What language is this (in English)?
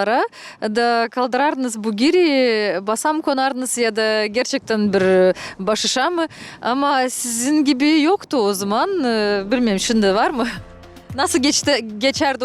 Gagauz